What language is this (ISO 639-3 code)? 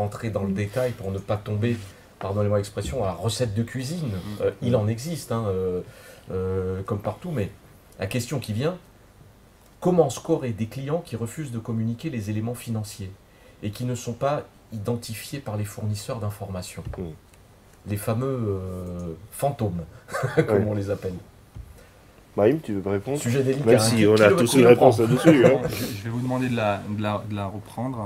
fra